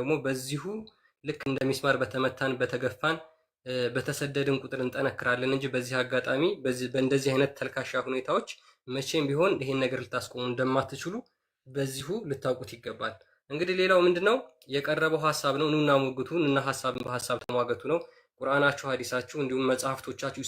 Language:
Amharic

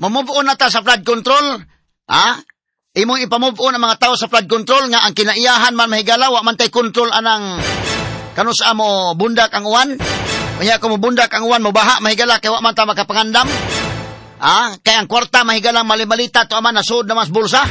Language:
Cebuano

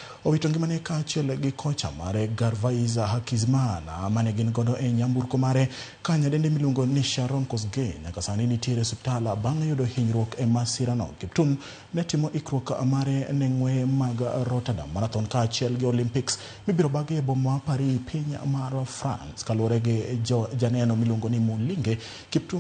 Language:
Luo (Kenya and Tanzania)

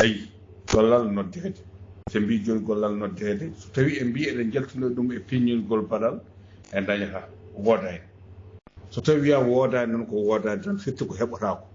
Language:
Fula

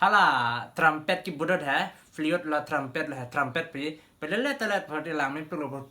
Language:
Karbi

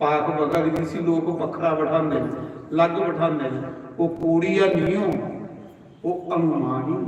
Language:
Dogri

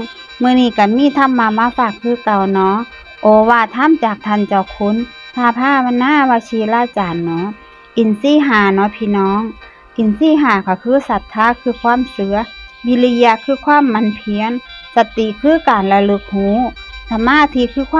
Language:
Northeastern Thai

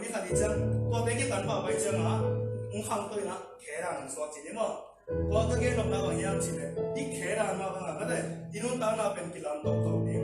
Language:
Tedim Chin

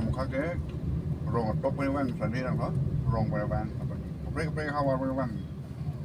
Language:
Karbi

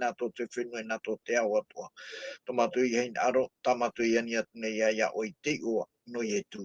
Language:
Tahitian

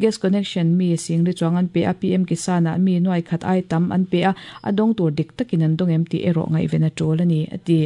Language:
Mizo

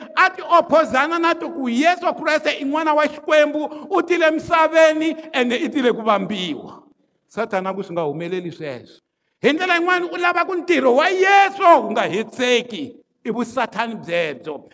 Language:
Tsonga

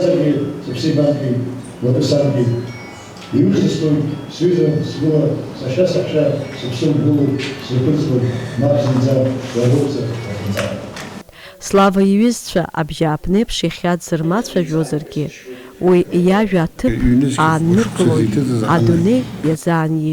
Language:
Abkhazian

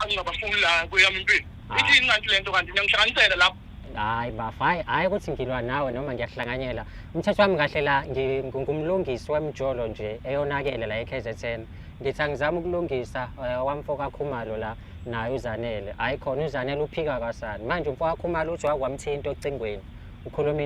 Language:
Zulu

